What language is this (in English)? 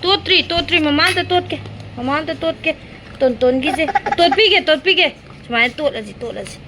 Manipuri